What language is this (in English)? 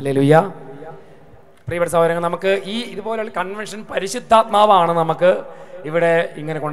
Malayalam